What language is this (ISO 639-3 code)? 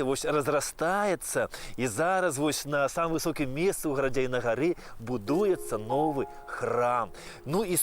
bel